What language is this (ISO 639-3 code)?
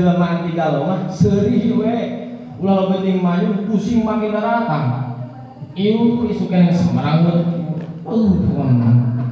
sun